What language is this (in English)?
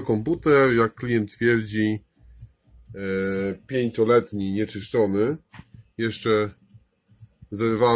Polish